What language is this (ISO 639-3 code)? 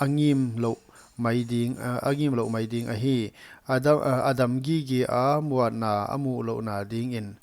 pck